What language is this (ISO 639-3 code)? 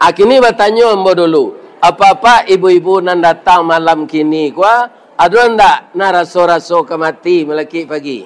min